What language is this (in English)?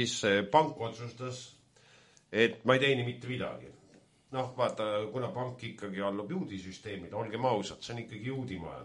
Estonian